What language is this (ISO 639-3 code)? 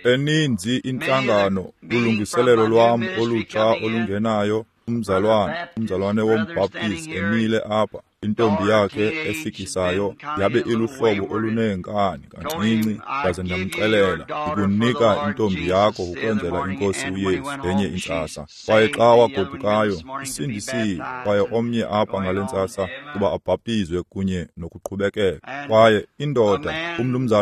xho